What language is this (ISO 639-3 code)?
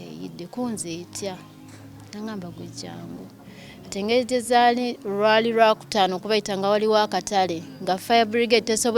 lug